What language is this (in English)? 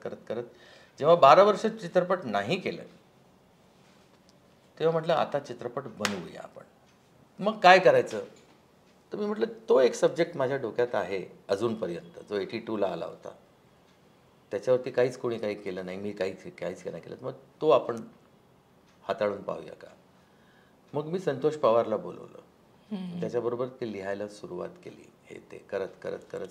Marathi